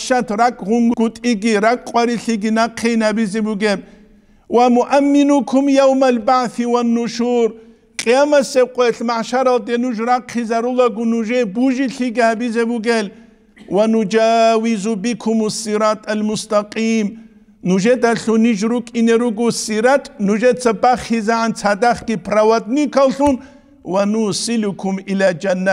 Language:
Avaric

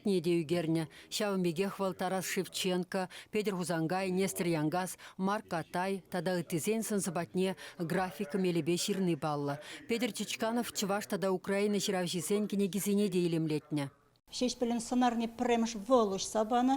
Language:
Chuvash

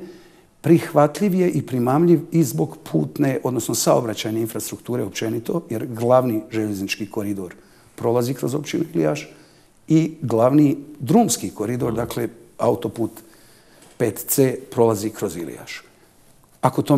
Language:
Bosnian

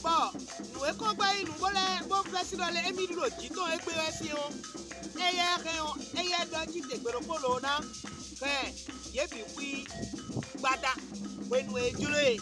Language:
Fon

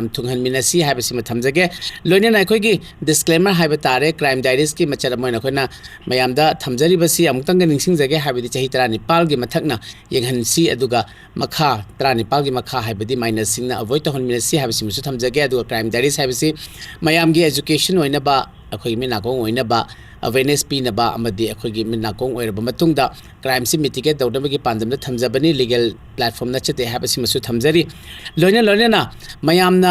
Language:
Manipuri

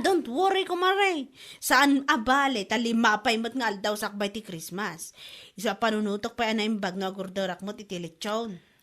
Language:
Iloko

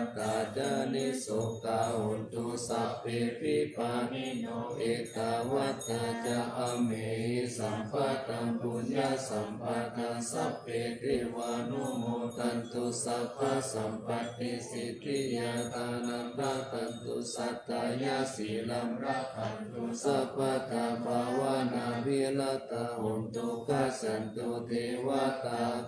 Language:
Pali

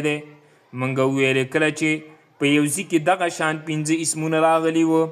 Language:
Pashto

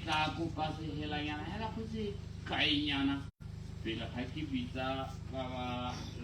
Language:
Tswana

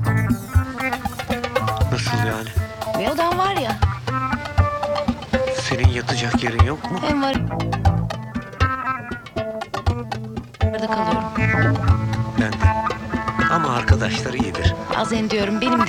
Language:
Turkish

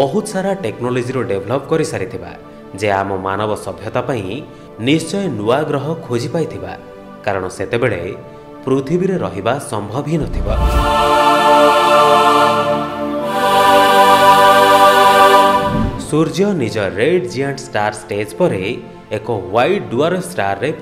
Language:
Odia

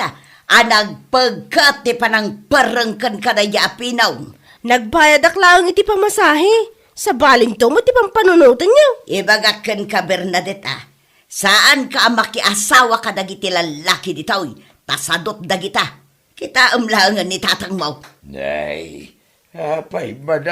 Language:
Iloko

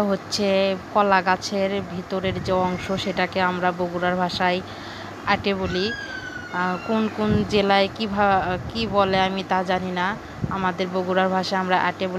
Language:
Bangla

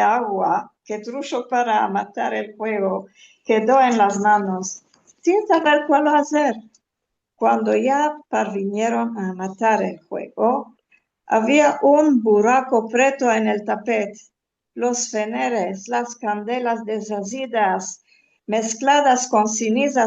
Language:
Ladino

